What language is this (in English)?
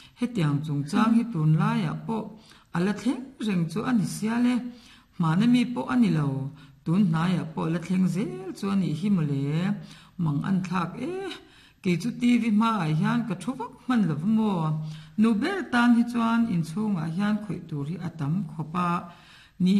Mizo